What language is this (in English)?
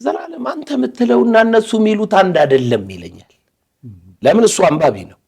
Amharic